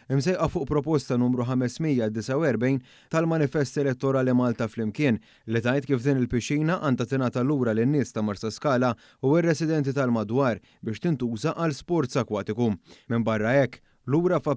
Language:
Maltese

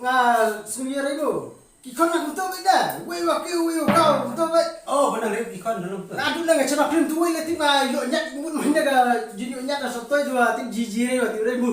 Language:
Khasi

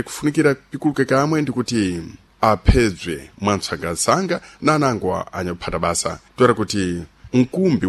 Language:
Sena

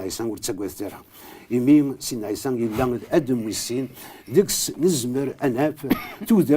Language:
Kabyle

